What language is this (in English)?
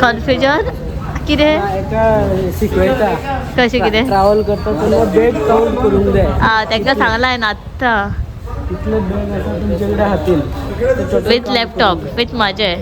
Konkani